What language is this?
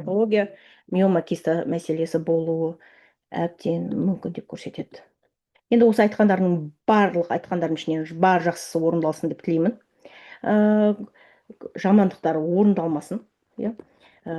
Kazakh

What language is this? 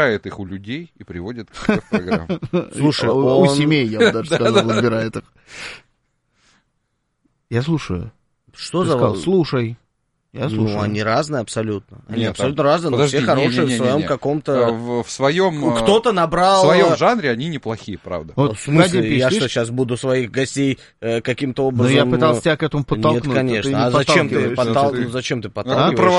Russian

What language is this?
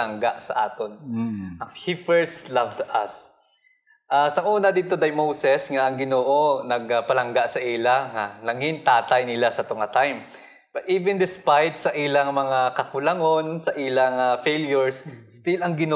Hiligaynon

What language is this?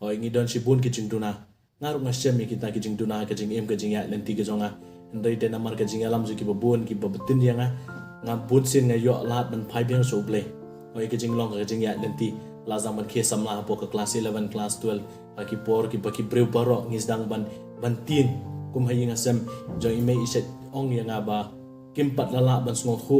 Khasi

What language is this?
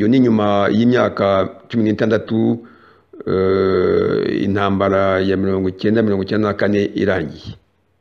Kinyarwanda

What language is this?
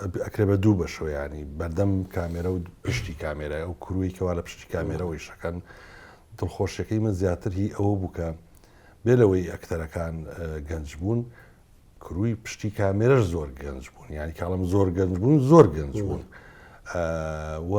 Central Kurdish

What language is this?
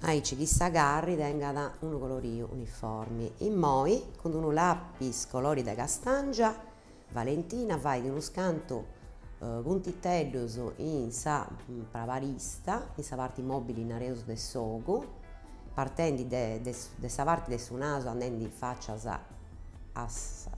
Sardinian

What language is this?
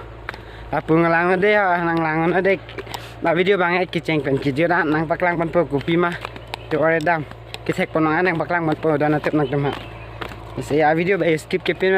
Karbi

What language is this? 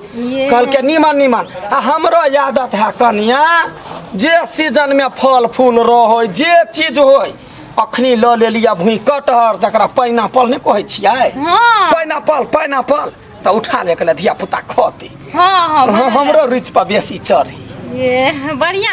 Maithili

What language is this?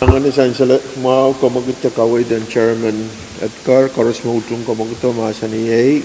Pohnpeian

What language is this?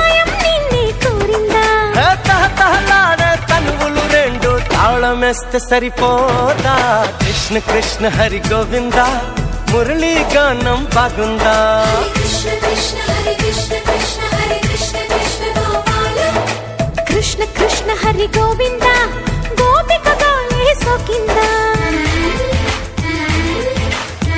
Telugu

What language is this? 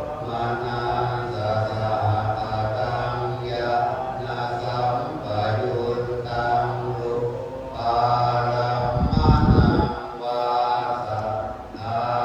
Pali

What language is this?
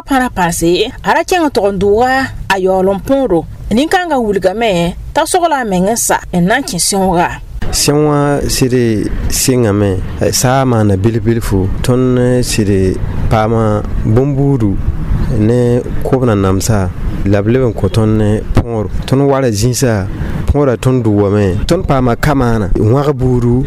Mossi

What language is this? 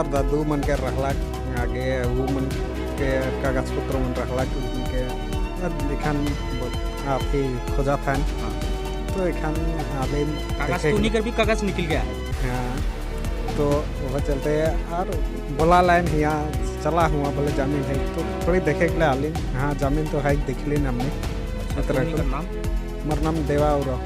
Sadri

